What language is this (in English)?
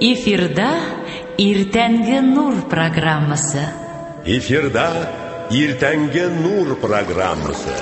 Tatar